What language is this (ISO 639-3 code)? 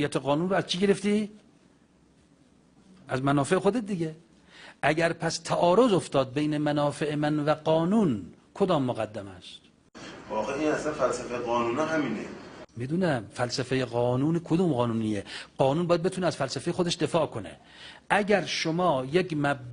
fas